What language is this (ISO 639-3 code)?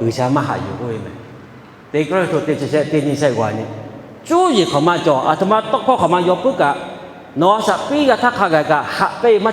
lhu